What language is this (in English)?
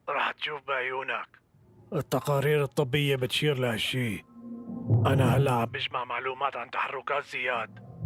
North Levantine Arabic